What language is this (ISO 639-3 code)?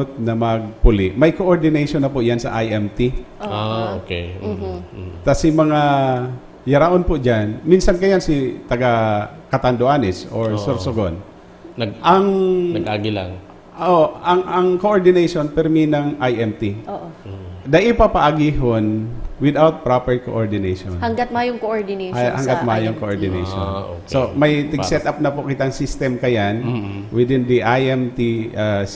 bik